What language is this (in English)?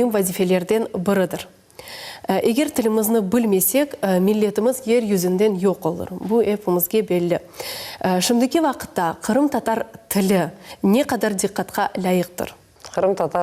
Crimean Tatar